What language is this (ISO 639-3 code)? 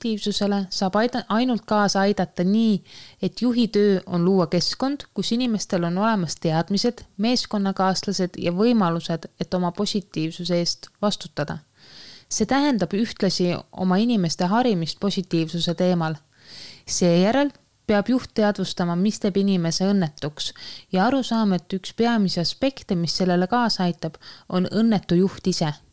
est